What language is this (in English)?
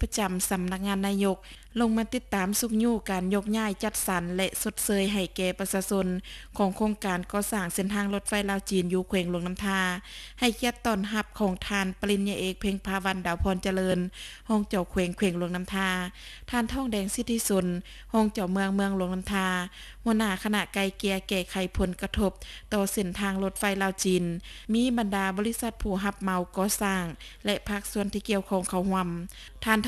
Lao